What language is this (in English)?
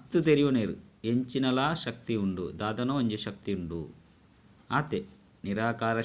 Tulu